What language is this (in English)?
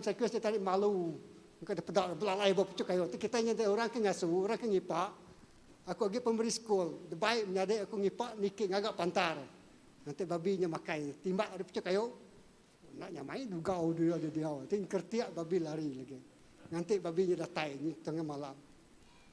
Iban